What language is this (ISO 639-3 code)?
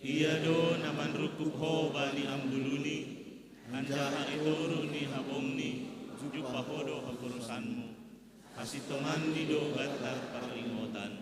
bts